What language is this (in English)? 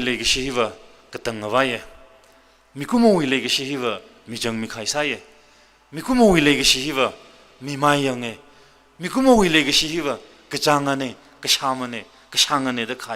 Tangkhul Naga (India)